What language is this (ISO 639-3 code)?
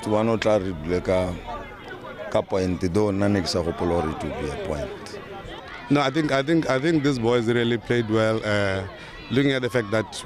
tsn